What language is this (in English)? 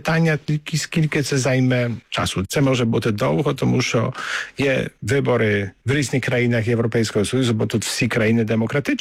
Ukrainian